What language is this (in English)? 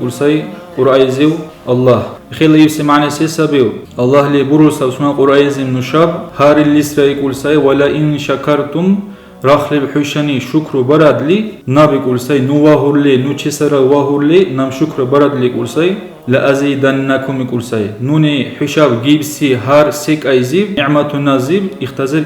Dargwa